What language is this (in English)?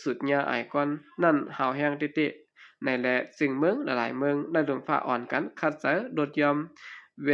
Shan